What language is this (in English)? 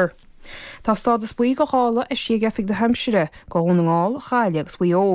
Irish